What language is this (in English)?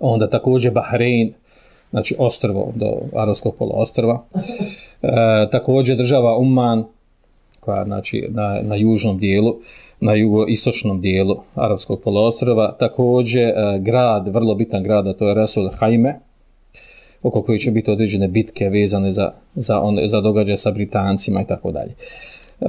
Bosnian